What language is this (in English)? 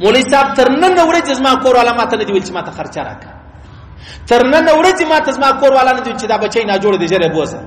Pashto